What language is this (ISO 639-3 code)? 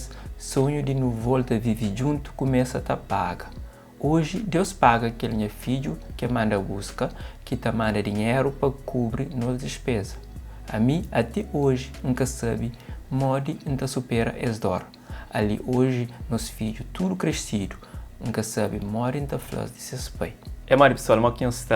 kea